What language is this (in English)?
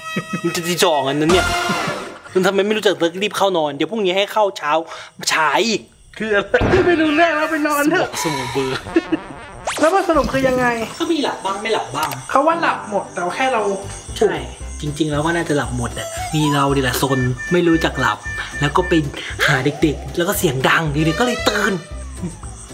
Thai